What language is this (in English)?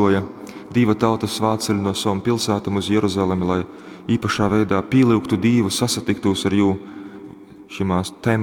Latgalian